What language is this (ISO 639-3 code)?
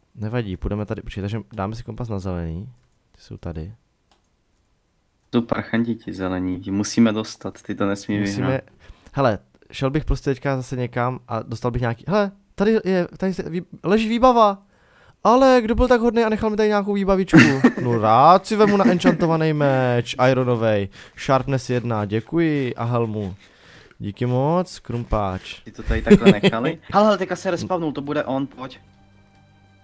ces